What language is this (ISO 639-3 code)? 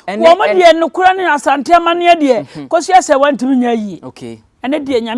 aka